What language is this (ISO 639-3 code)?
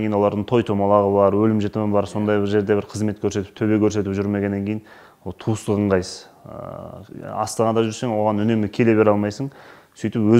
kaz